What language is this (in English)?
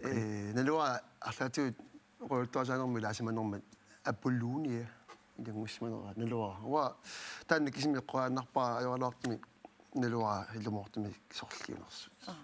Kalaallisut